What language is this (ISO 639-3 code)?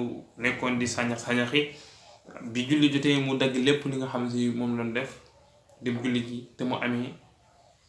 wol